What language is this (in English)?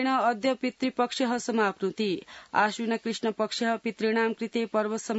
Sanskrit